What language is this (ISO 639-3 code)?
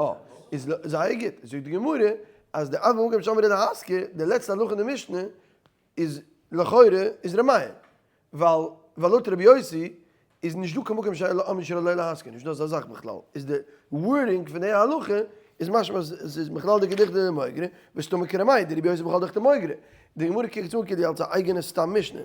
yid